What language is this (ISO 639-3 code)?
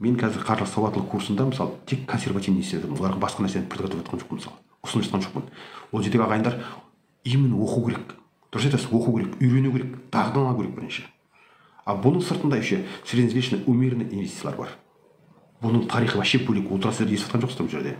kaz